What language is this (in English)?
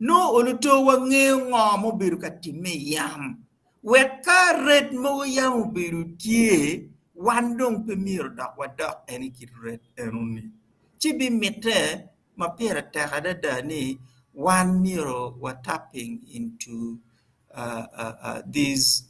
Acoli